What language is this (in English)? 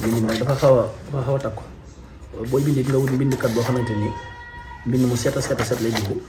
Wolof